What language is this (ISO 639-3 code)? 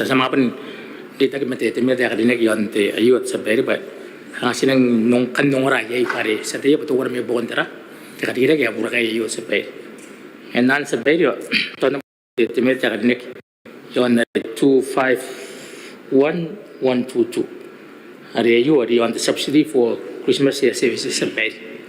gil